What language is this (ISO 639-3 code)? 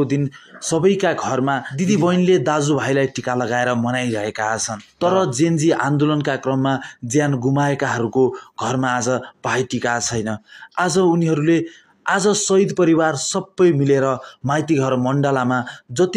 nep